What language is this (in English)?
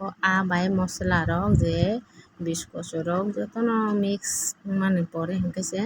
Kok Borok